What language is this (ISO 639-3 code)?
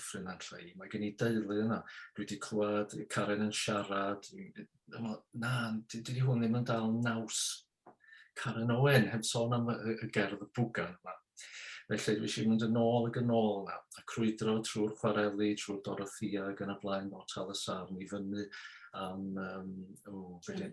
cym